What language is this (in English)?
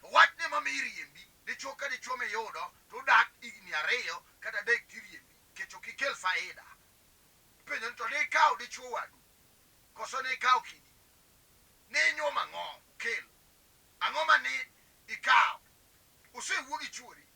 Luo (Kenya and Tanzania)